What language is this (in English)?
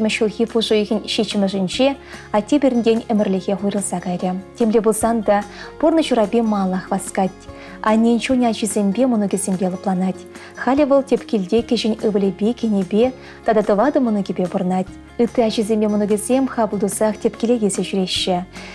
Chuvash